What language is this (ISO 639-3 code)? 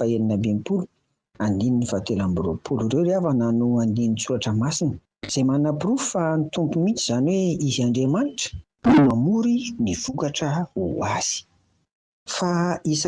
mlg